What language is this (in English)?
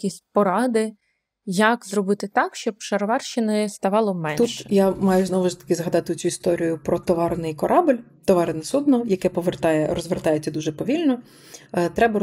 Ukrainian